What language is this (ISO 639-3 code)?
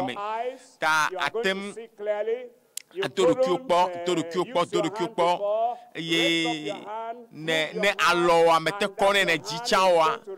ewe